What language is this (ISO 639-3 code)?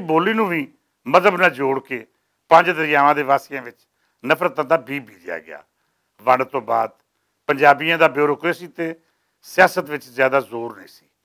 lah